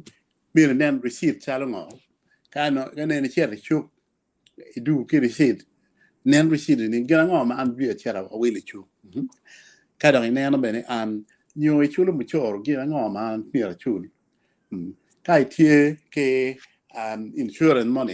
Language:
Acoli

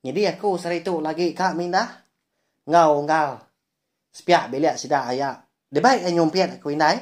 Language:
Iban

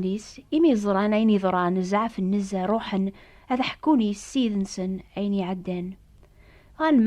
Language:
Kabyle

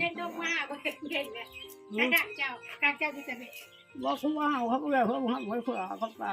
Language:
Northeastern Thai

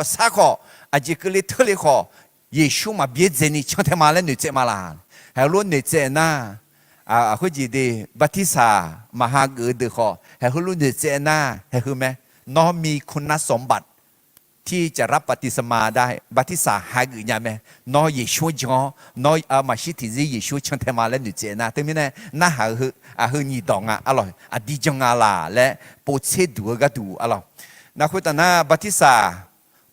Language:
Akha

